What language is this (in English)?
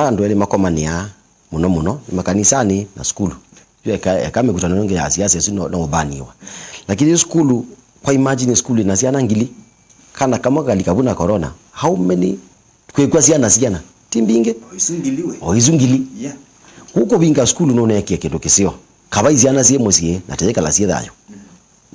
Kamba